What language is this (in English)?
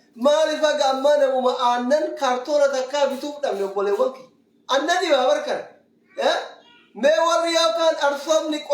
Oromo